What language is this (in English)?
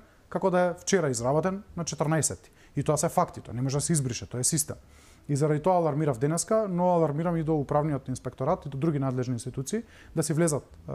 Macedonian